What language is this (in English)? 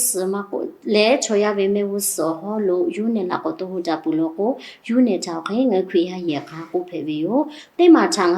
Lahu